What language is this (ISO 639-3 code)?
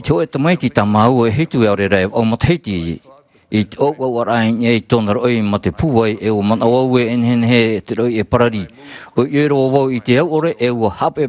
tah